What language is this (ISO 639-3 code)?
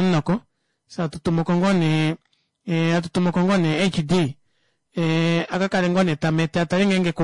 kua